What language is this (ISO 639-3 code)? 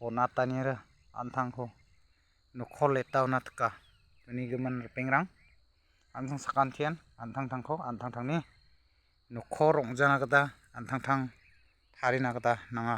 grt